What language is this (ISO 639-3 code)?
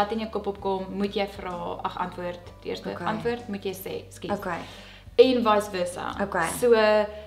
afr